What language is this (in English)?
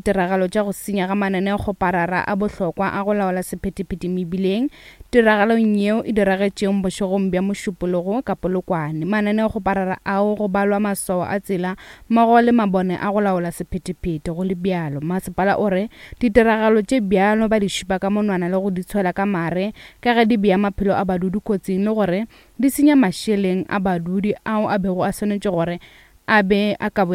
Northern Sotho